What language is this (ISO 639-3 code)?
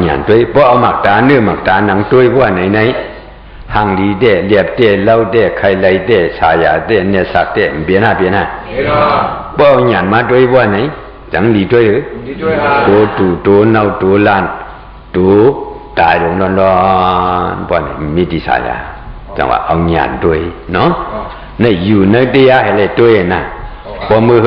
shn